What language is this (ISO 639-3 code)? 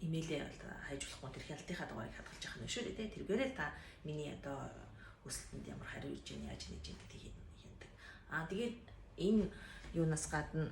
mon